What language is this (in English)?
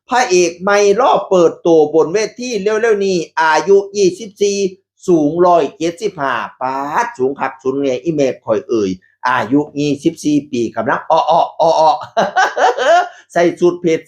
Northeastern Thai